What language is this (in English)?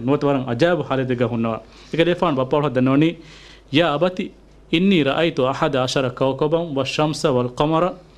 Divehi